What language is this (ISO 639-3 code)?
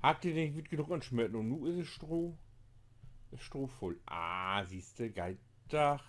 nds